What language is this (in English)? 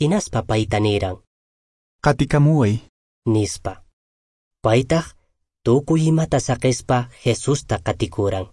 Quechua